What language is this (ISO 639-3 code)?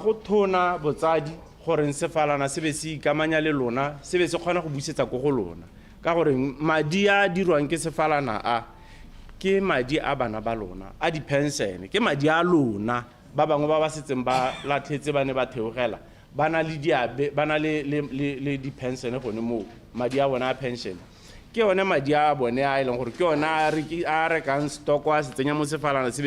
tsn